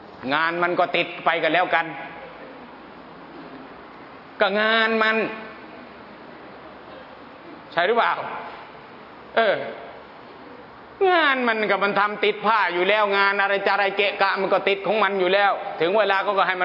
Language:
Thai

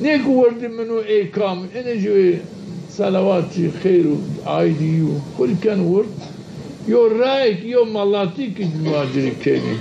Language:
Zaza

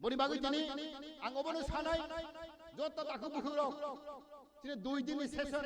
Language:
Kok Borok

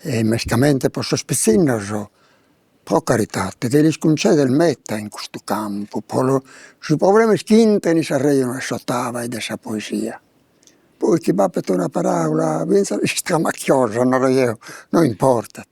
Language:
Sardinian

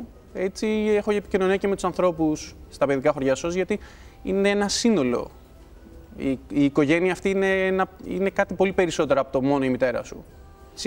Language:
Greek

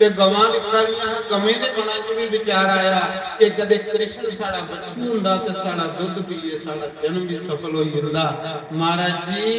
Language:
Dogri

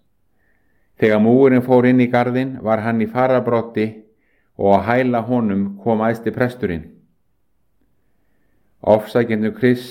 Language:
Icelandic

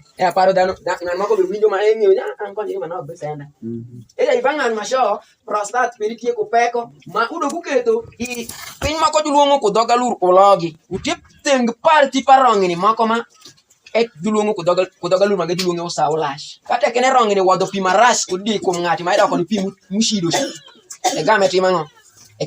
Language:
Alur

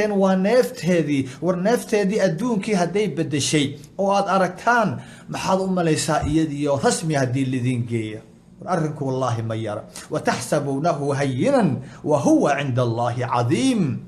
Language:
Somali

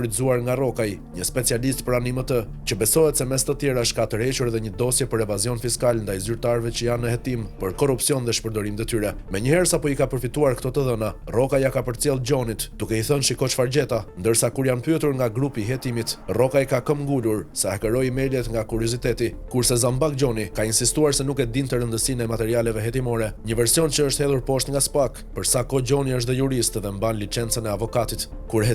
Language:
Albanian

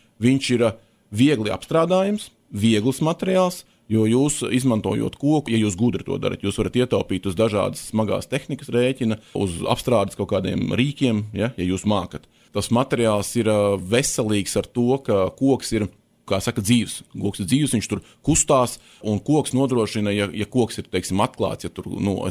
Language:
Latvian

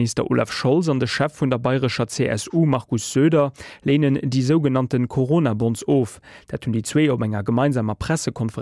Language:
Luxembourgish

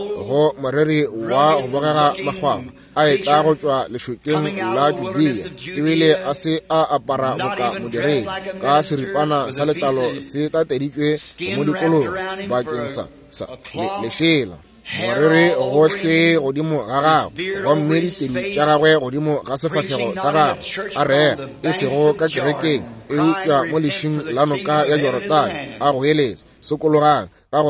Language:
Northern Sotho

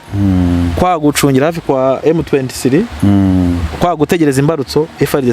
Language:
Kinyarwanda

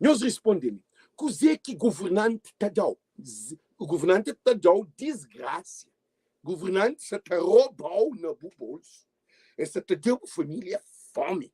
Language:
Kabuverdianu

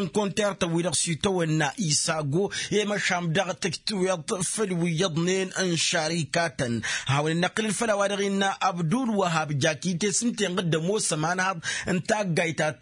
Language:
Tamasheq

